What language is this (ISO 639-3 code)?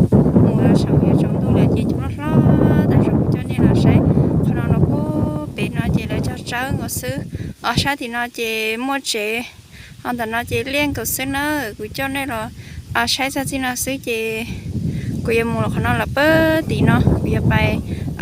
hmn